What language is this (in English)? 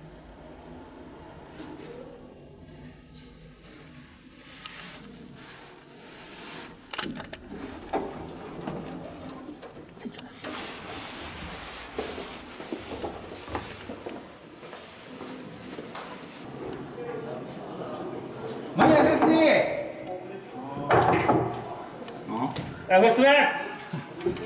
Japanese